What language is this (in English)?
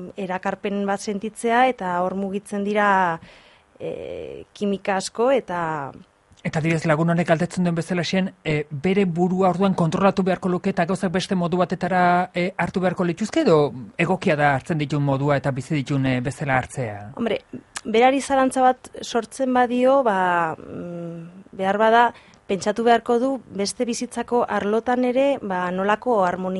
Basque